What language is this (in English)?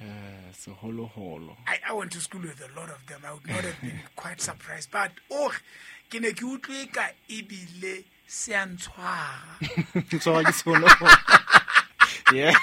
Southern Sotho